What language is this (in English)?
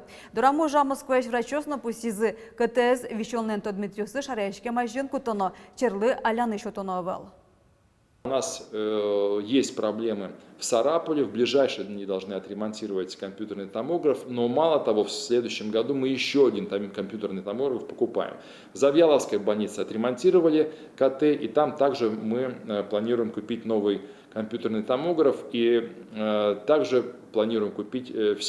Udmurt